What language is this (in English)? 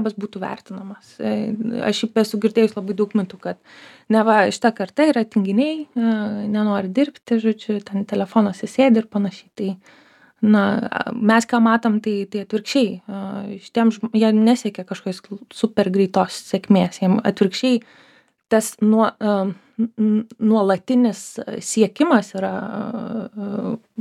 Lithuanian